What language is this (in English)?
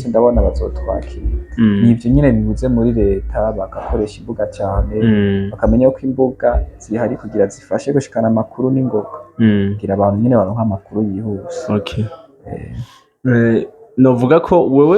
Rundi